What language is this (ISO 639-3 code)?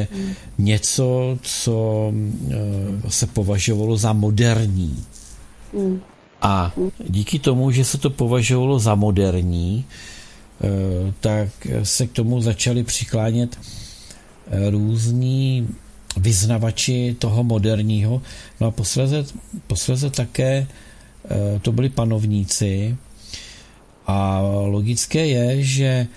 ces